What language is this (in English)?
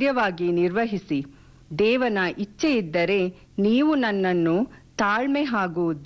Kannada